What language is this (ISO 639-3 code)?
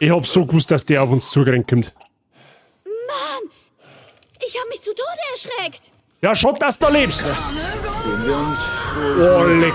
bar